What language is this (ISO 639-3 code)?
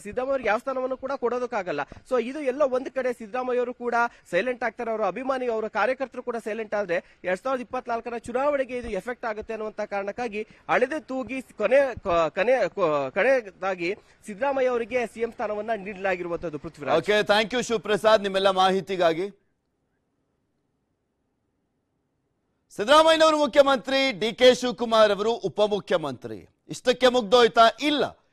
kan